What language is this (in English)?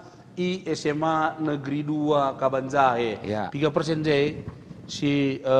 Batak Karo